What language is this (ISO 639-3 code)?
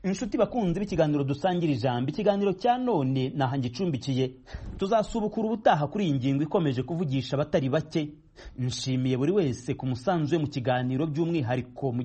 kin